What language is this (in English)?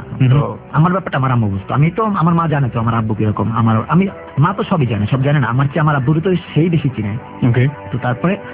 Bangla